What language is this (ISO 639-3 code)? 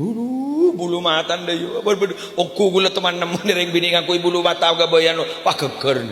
mad